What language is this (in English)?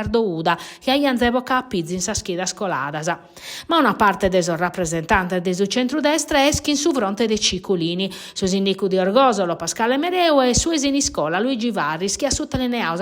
Sardinian